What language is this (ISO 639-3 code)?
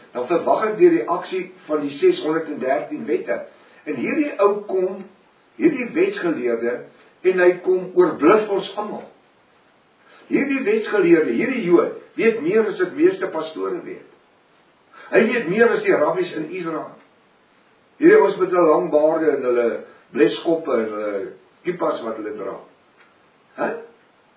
afr